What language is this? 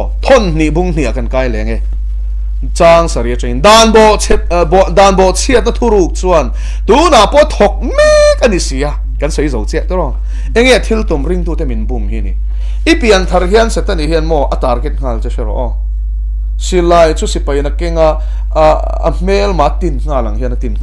Mizo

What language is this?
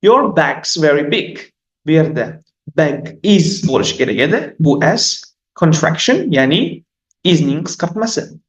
Uzbek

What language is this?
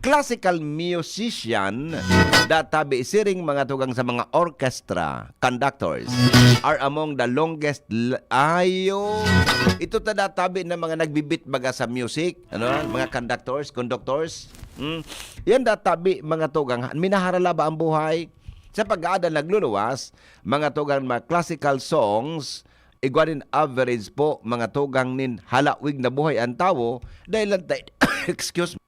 Bikol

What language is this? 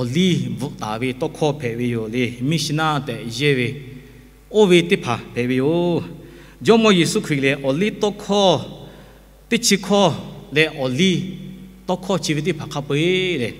Lahu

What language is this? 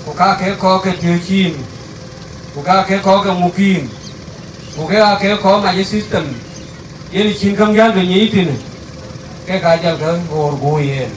Dinka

